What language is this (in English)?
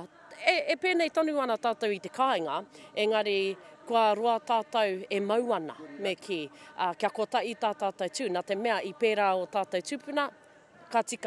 Māori